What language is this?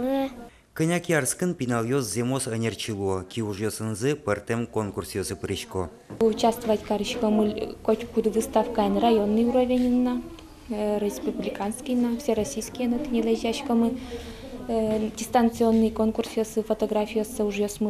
Udmurt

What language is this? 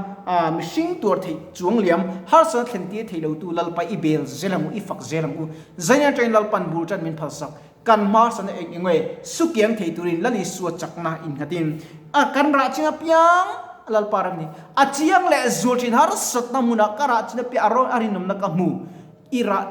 Mizo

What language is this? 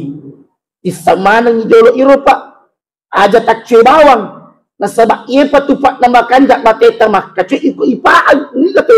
Buginese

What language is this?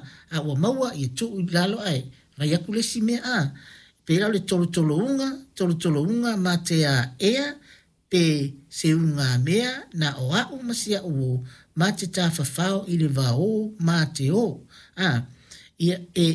Samoan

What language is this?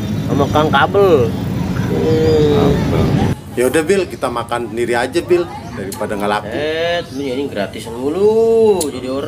Betawi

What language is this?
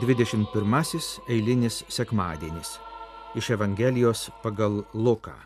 Lithuanian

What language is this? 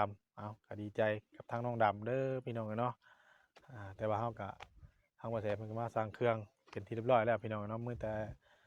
Northeastern Thai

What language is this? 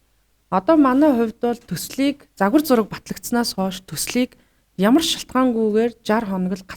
Mongolian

